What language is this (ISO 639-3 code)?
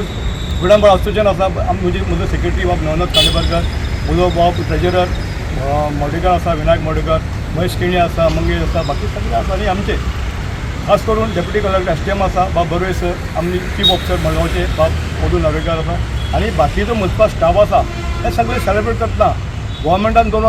kok